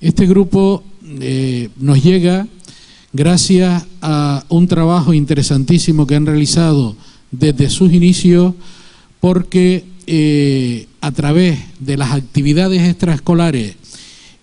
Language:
Spanish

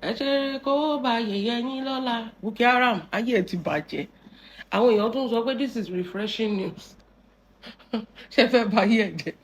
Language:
Yoruba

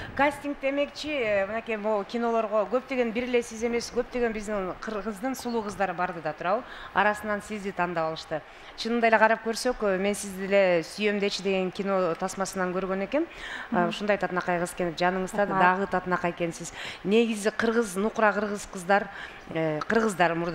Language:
Kyrgyz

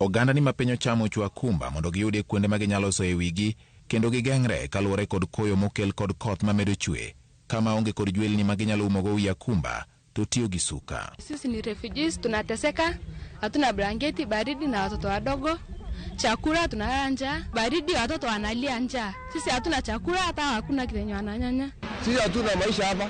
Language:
Luo (Kenya and Tanzania)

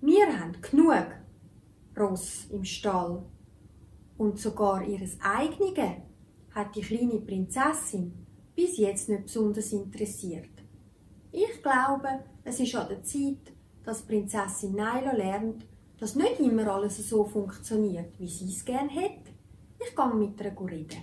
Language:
Swiss German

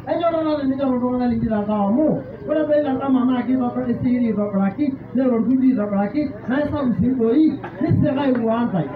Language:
Masai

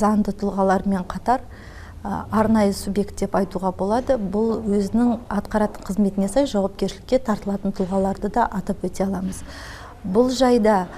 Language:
Kazakh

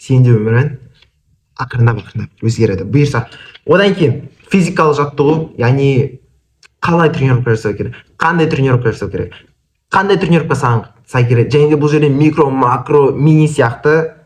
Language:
Kazakh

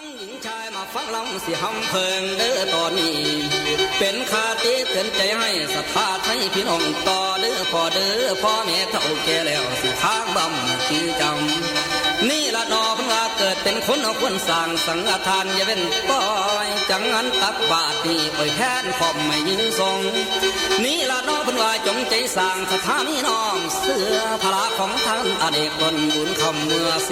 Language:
Northeastern Thai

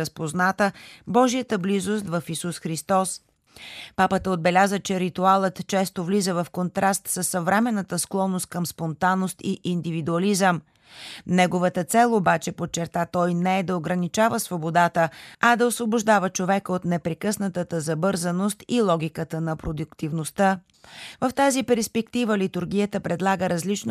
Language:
Bulgarian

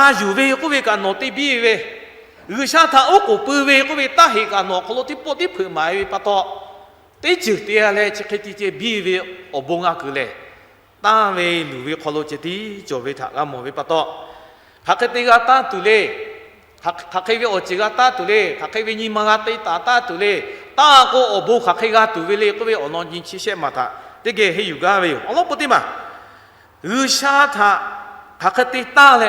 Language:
Lahu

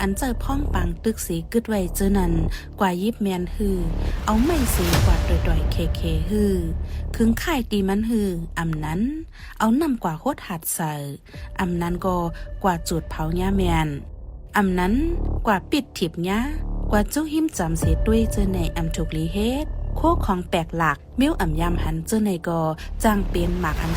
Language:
Shan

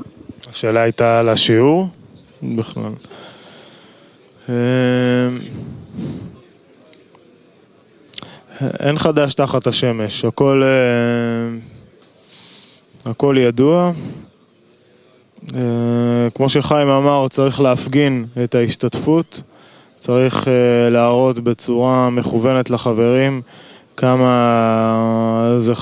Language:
Hebrew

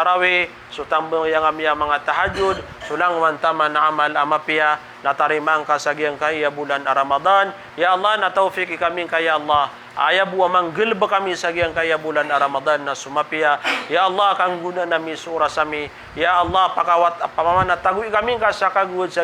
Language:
Maranao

